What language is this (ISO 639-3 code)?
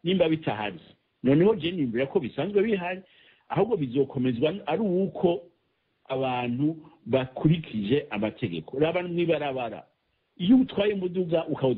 run